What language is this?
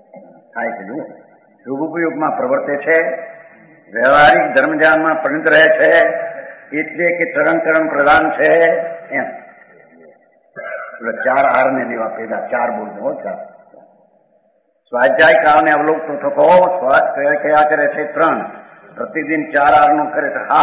Gujarati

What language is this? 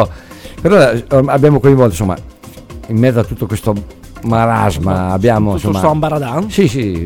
Italian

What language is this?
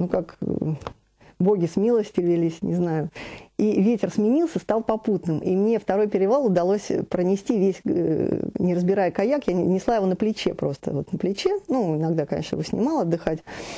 Russian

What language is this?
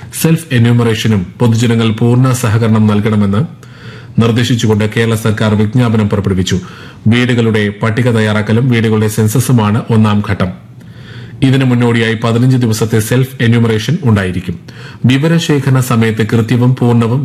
Malayalam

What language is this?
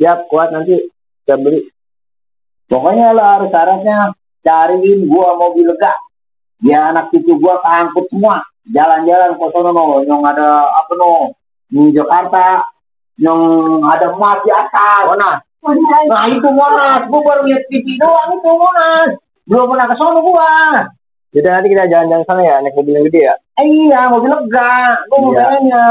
Betawi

